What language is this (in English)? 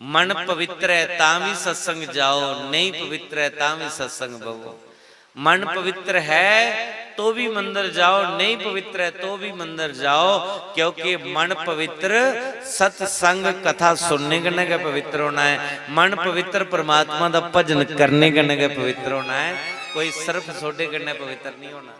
Dogri